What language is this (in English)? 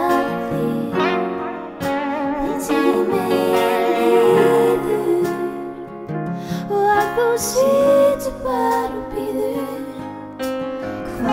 Icelandic